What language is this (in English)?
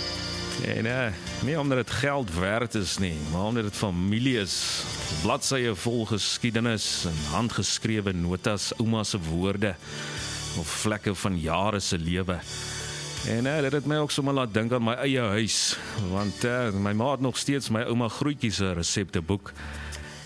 Afrikaans